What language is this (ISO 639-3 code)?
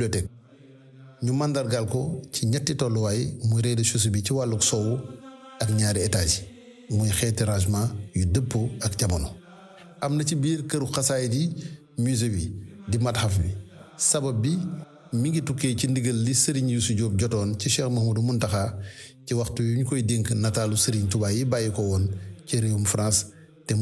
wol